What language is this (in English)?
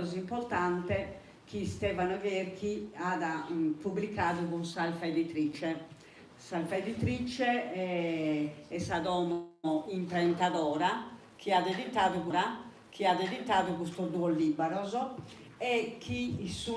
Sardinian